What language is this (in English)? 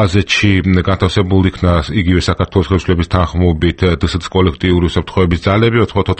Georgian